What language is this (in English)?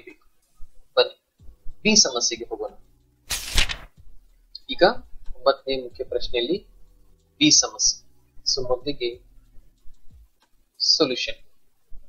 Kannada